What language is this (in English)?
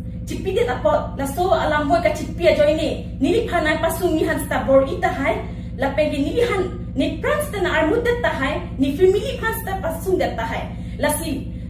Karbi